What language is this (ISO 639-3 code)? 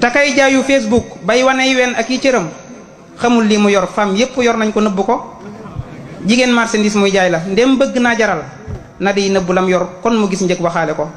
wol